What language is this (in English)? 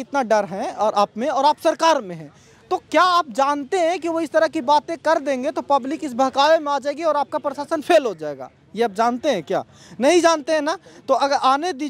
Hindi